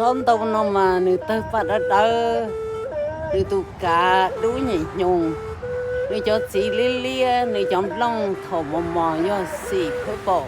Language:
Hmong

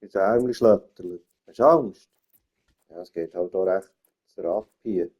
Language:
Swiss German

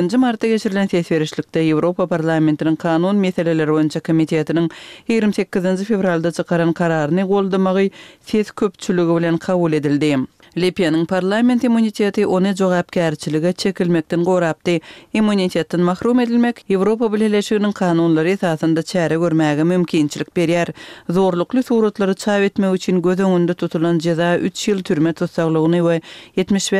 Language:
Kyrgyz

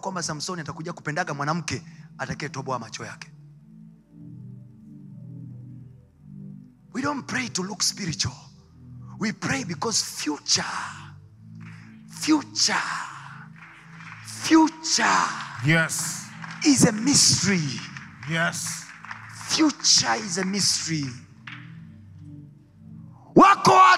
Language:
Swahili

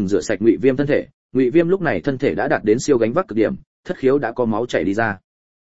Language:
Vietnamese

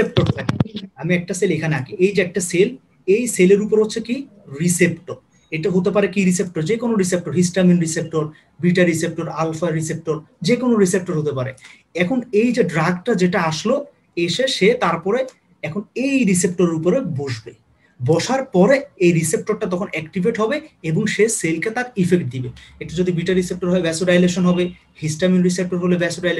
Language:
Bangla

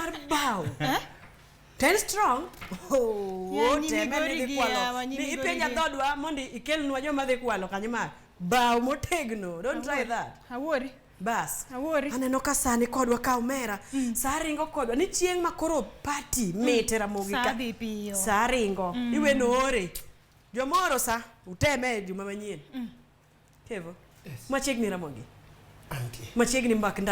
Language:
Luo (Kenya and Tanzania)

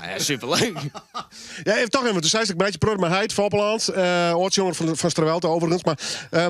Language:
Western Frisian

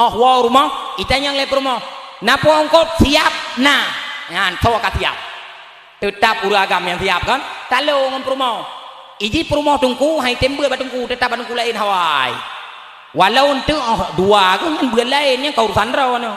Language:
Achinese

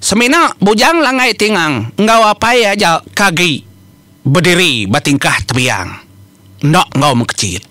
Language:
Iban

